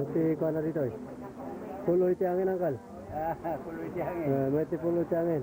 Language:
Iloko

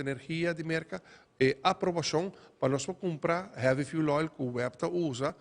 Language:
Papiamento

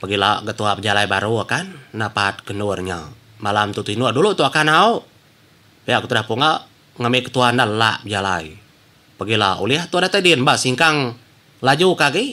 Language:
Iban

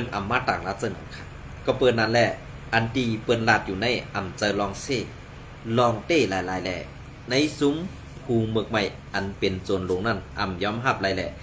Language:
Shan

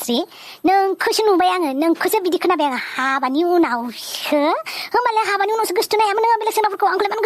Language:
Bodo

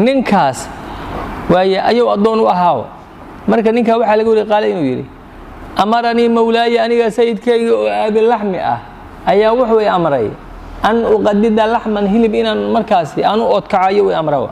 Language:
Somali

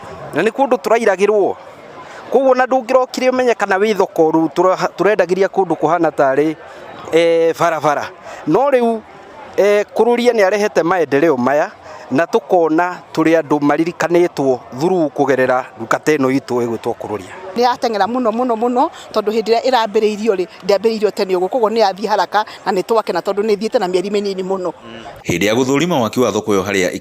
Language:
Kikuyu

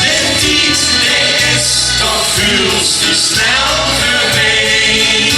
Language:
Limburgish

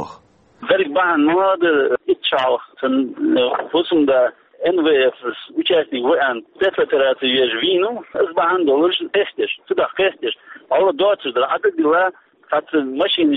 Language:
Chechen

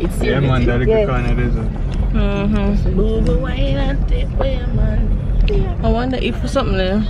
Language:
Jamaican Creole English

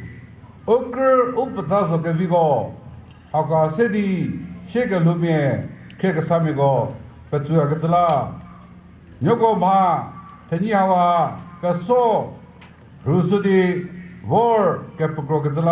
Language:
Chokri Naga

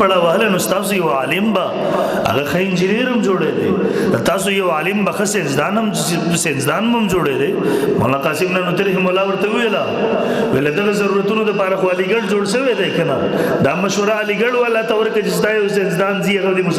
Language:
Pashto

